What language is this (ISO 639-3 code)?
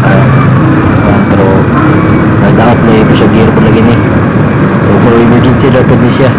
ceb